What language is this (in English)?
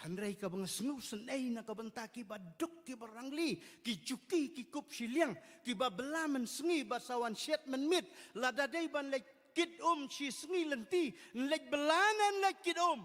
Khasi